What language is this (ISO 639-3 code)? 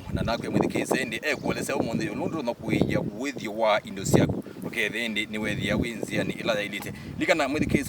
kam